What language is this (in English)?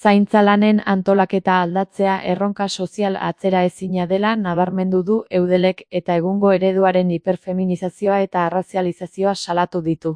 Basque